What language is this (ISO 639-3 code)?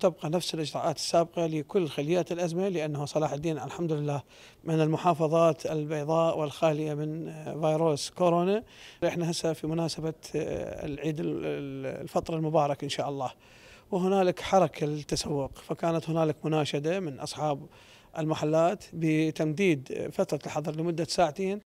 acm